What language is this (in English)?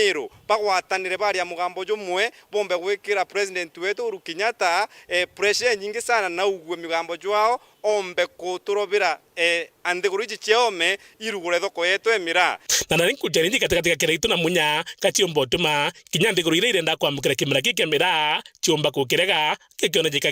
Meru